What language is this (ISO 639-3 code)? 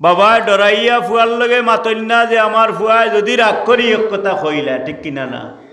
syl